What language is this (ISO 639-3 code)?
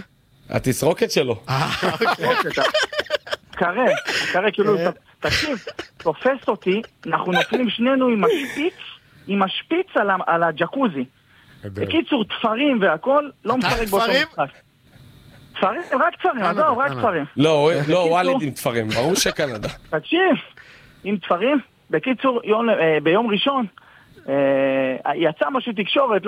heb